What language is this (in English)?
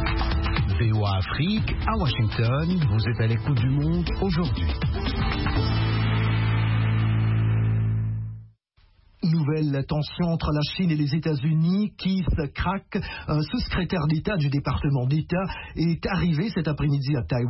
French